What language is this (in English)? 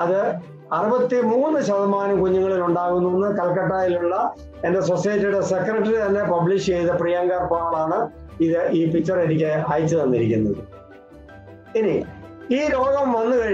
Malayalam